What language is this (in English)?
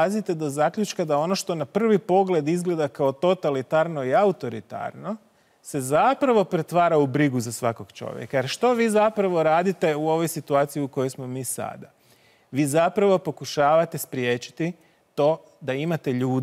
Croatian